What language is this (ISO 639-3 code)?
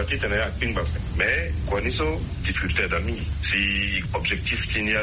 sag